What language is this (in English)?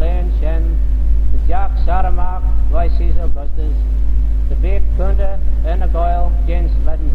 Manx